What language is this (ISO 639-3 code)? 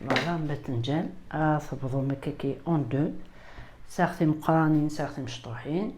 kab